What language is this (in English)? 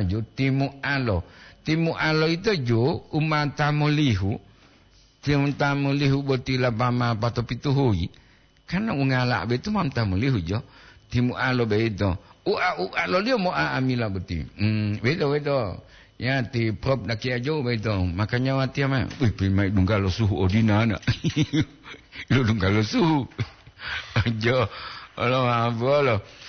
Gorontalo